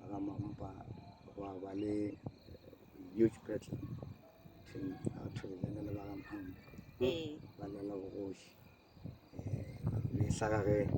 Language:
Northern Sotho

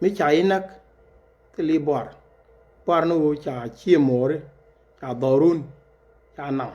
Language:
Nuer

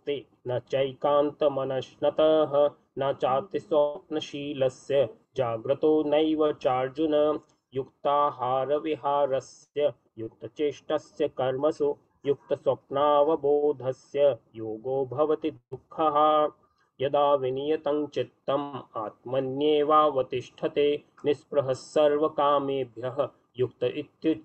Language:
Sanskrit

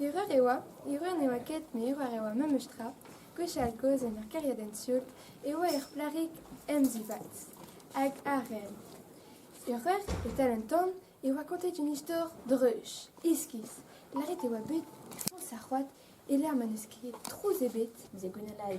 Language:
Breton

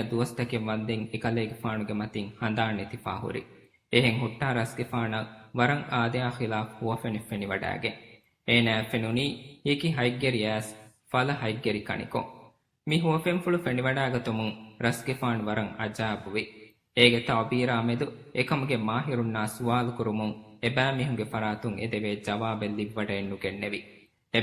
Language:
Divehi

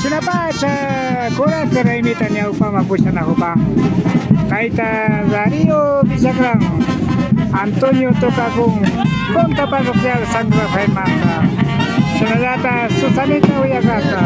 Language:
Imbabura Highland Quichua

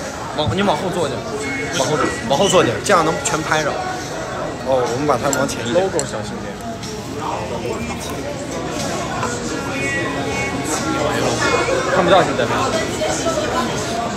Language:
Chinese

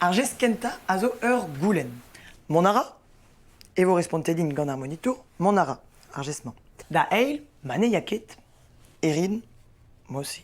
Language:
Breton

